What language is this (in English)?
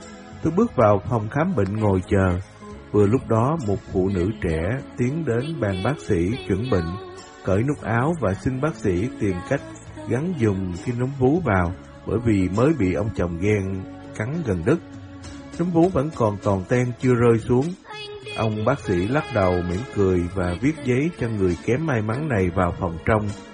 Vietnamese